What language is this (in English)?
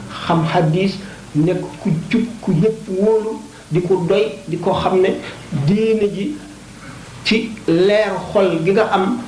Wolof